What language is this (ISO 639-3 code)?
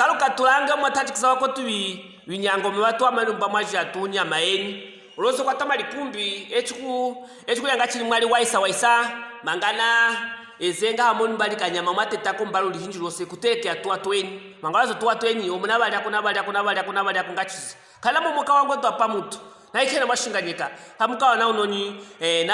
lue